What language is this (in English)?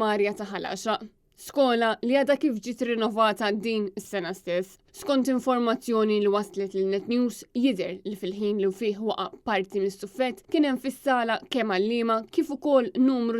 Maltese